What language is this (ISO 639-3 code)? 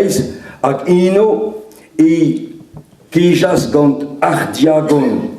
bre